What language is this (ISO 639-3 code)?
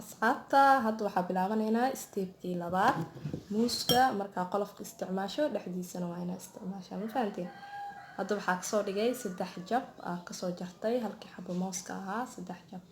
som